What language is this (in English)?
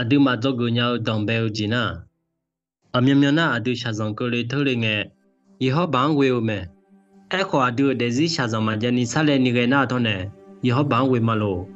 Akha